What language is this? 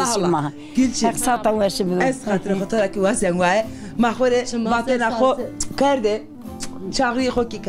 Zaza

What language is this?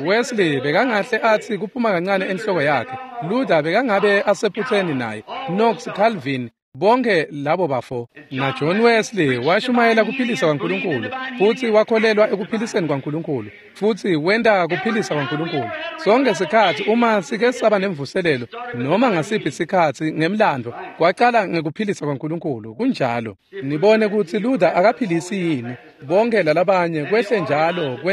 Swati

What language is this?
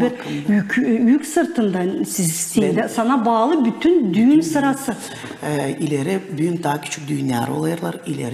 Gagauz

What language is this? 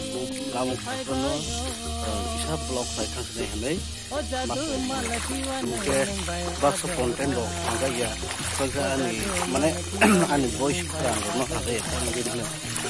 Kok Borok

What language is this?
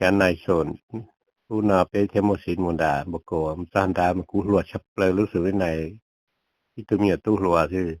Hmong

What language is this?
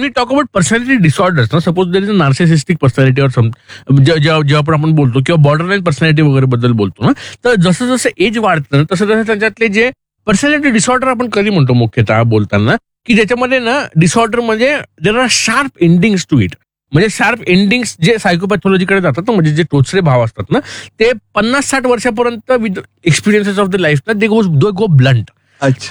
Marathi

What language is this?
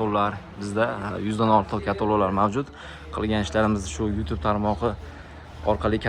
Uzbek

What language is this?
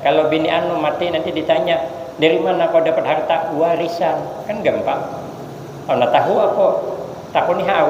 Banjar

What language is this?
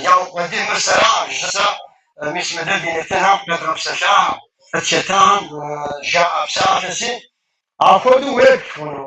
Kabardian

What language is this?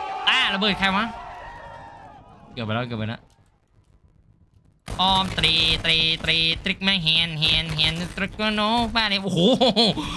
Thai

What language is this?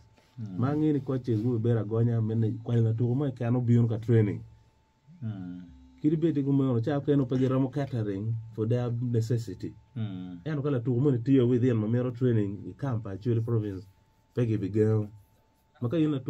Acoli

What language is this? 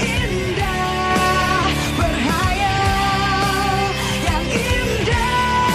Betawi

